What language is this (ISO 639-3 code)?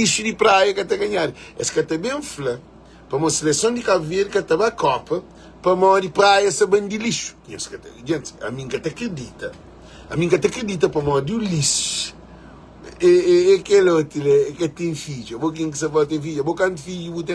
kea